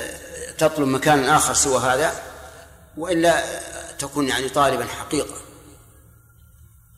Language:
Arabic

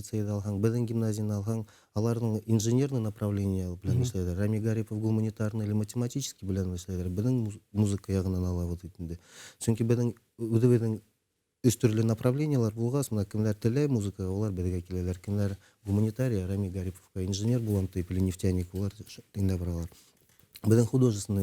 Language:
Bashkir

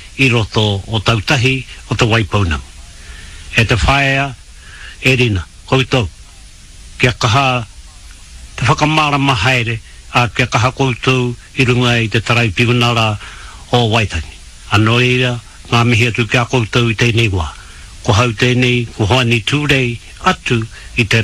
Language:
Māori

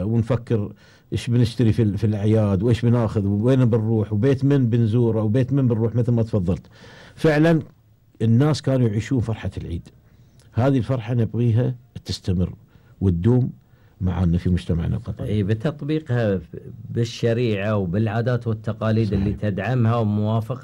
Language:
Gulf Arabic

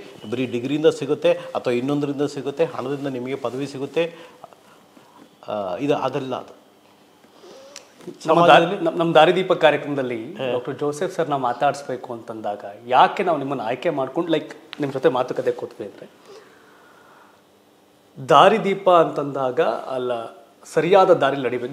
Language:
Kannada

